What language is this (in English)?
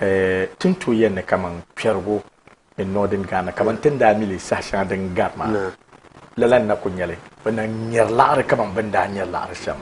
Dagbani